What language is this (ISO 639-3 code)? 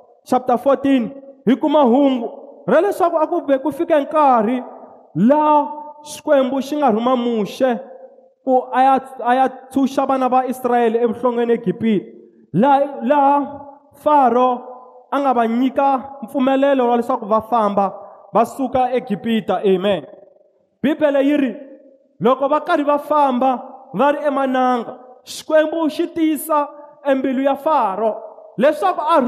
tso